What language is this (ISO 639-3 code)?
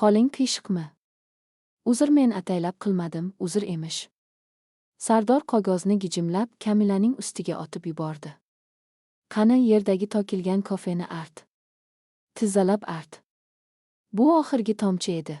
uzb